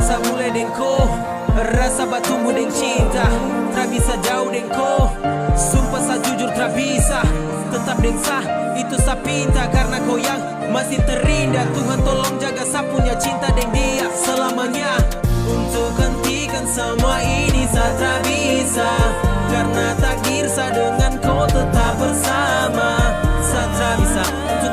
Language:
Minangkabau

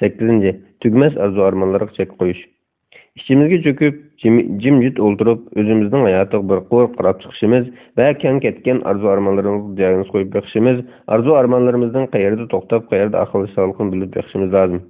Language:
Uyghur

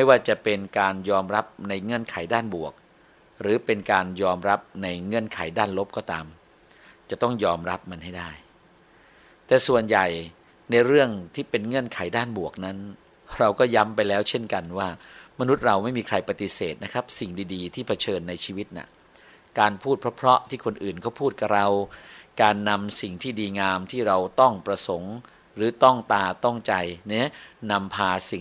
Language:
Thai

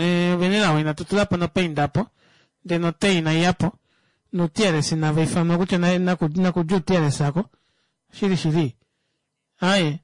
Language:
Kuanyama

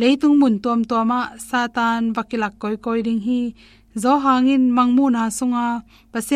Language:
Tedim Chin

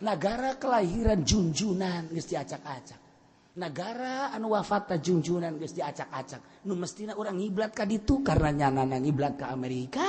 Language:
Sundanese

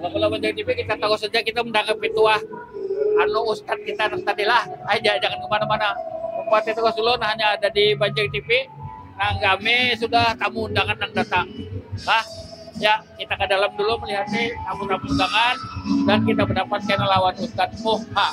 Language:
Banjar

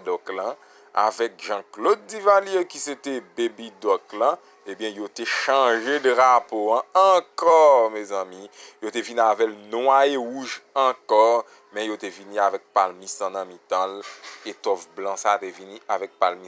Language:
Haitian Creole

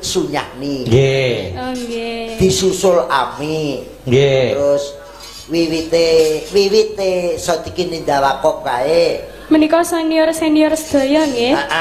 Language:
Javanese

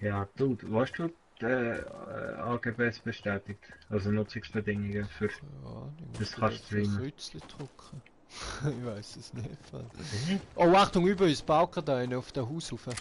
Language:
Swiss German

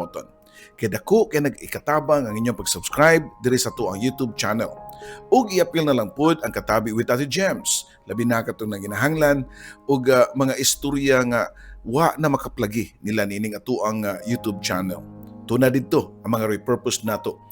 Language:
Cebuano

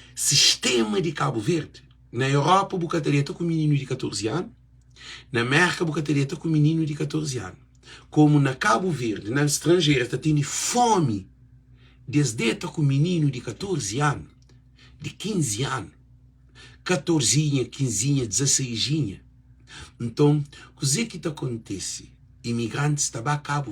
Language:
Kabuverdianu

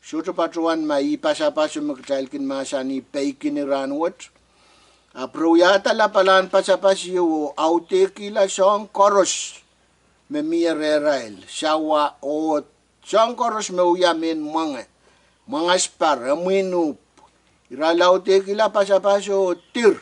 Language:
Pohnpeian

